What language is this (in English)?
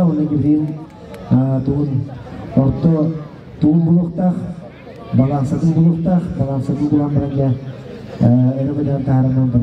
Yakut